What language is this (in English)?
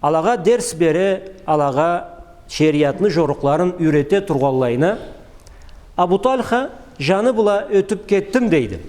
Karachay-Balkar